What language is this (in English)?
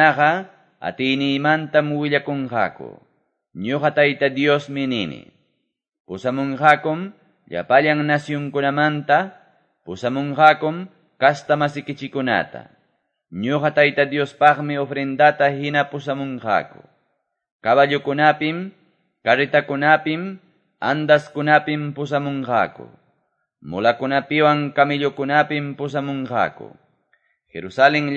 Quechua